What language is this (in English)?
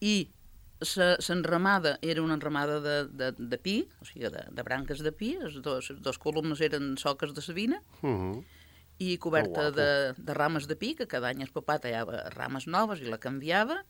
Catalan